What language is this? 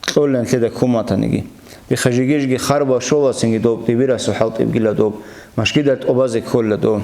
Avaric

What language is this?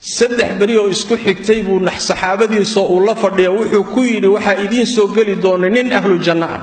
Somali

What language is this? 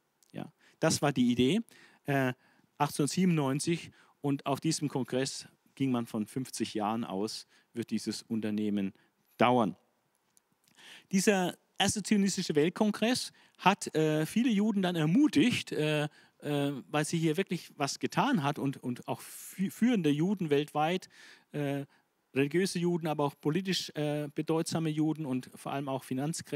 German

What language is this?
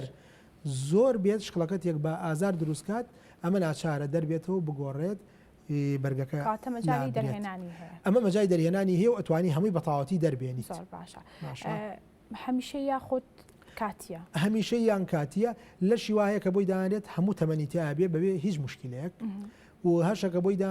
Central Kurdish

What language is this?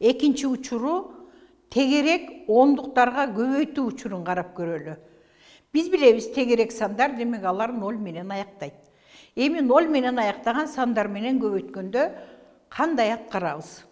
Kyrgyz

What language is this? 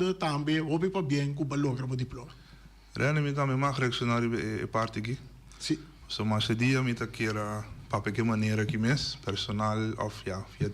Papiamento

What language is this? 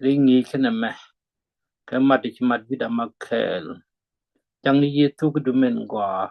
Nuer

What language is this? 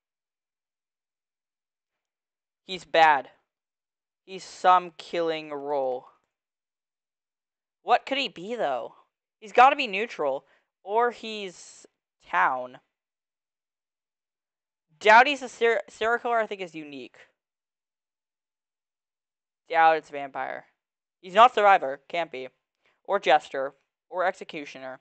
English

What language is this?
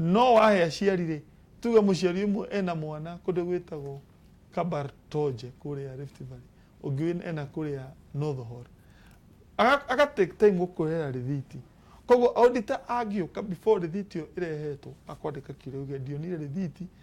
Kikuyu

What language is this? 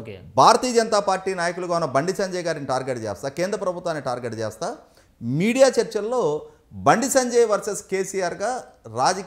Telugu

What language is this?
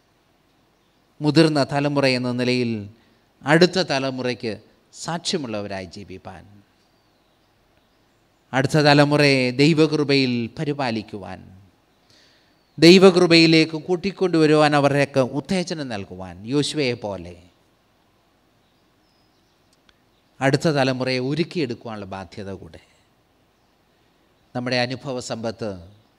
Malayalam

